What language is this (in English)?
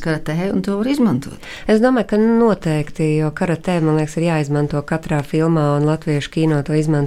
Latvian